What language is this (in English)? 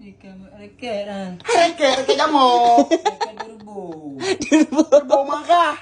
Achinese